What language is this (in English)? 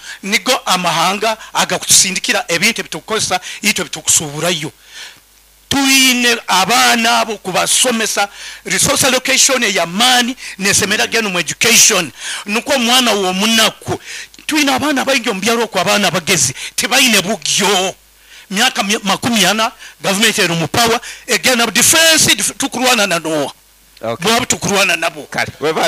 Nyankole